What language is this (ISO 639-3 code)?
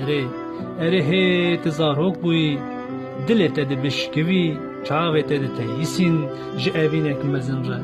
kur